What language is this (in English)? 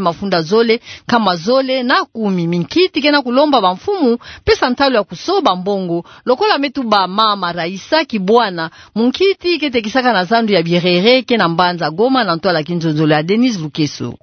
Kituba (Democratic Republic of Congo)